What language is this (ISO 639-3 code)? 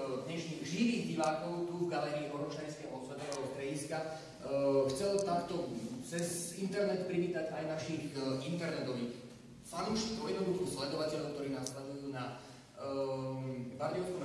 slk